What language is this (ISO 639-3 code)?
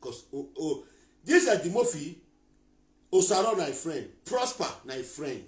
pcm